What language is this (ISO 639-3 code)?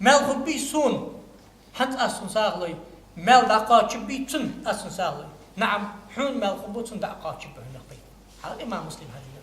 inh